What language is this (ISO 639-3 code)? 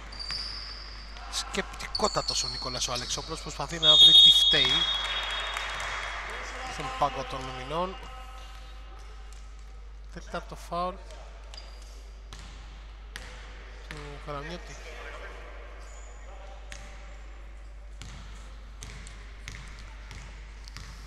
ell